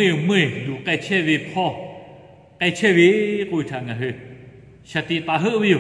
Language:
Lahu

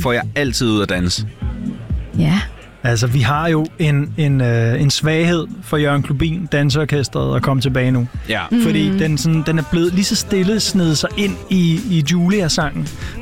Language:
Danish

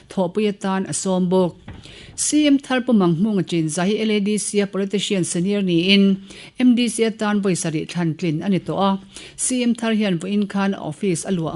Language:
Mizo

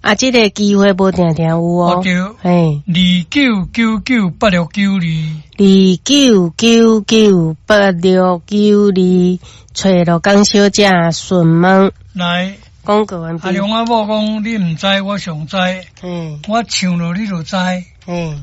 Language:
Min Nan Chinese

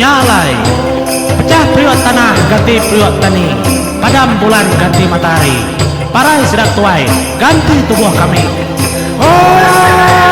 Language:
Iban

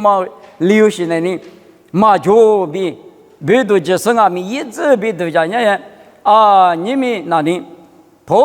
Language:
Lisu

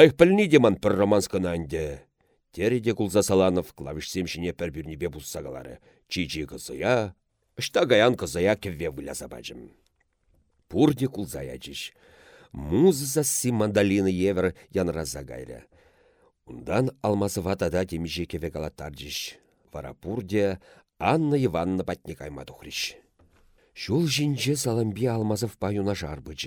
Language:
Chuvash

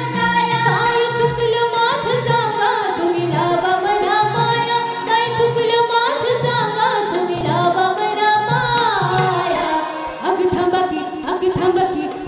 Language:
Marathi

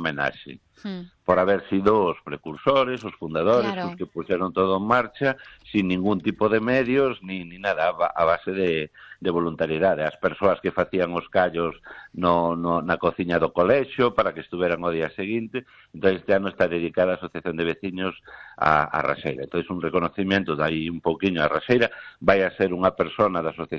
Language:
Galician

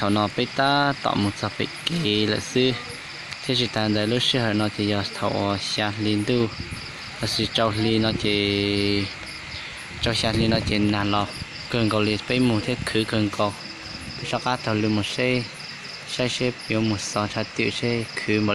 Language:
Hmong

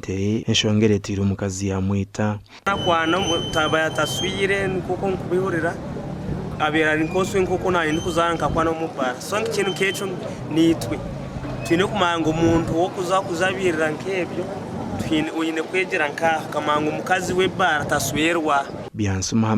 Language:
Nyankole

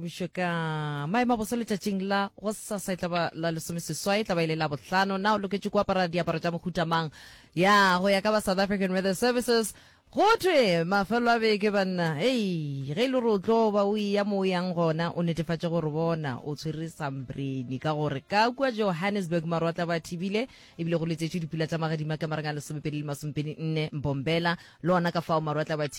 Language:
Northern Sotho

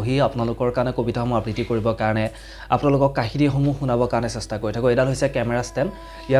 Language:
Assamese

